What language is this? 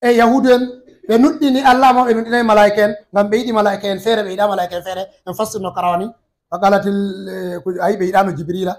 Fula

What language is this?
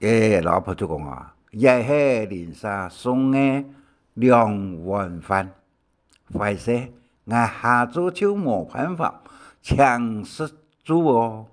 Hakka Chinese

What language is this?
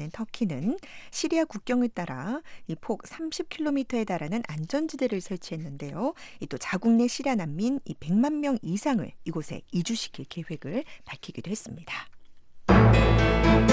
Korean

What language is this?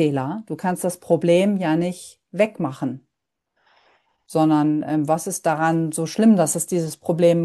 German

